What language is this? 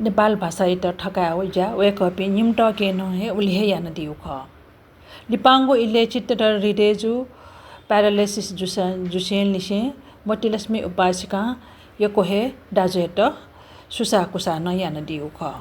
Newari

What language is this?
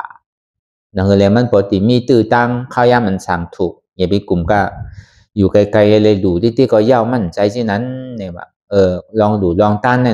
Shan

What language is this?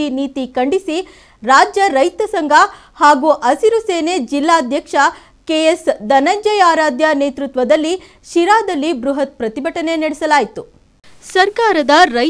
Kannada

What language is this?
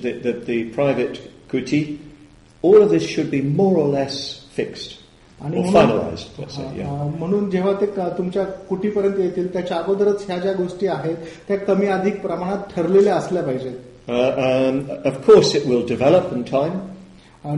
Marathi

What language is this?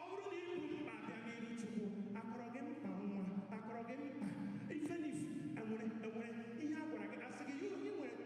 Igbo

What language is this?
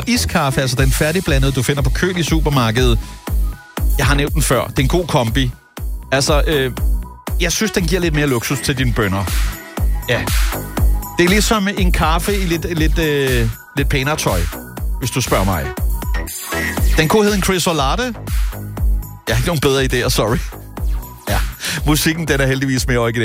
Danish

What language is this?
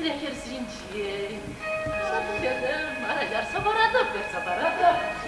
Chuvash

